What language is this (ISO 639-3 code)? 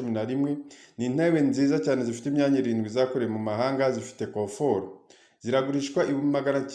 kin